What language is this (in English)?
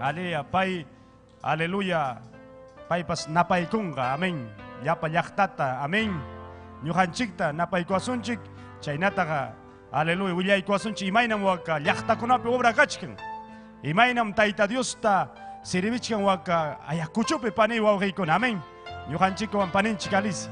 Ayacucho Quechua